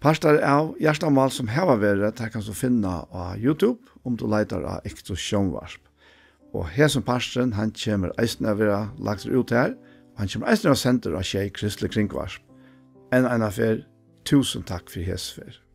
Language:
Faroese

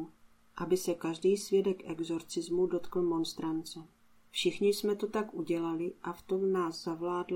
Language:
Czech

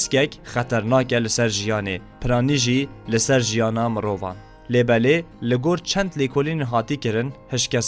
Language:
Kurdish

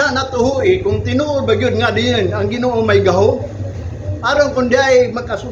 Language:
Cebuano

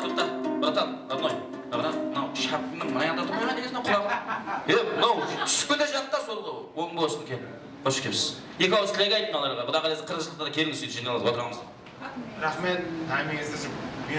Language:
Kara-Kalpak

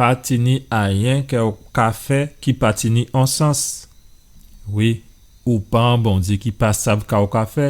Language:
Guadeloupean Creole French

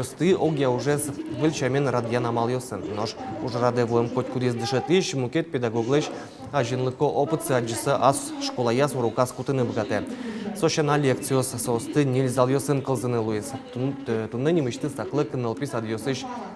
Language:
Udmurt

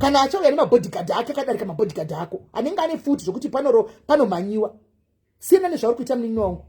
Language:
Shona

